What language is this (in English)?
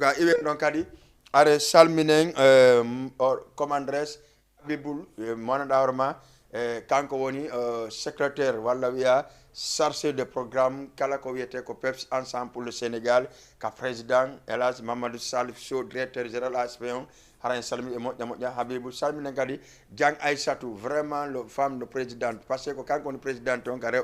Fula